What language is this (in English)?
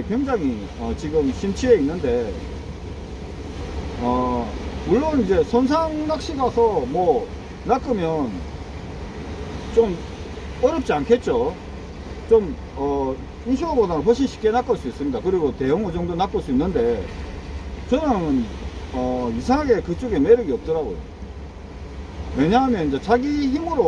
Korean